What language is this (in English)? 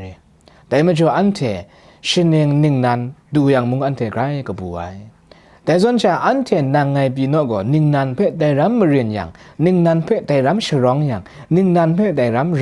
Kachin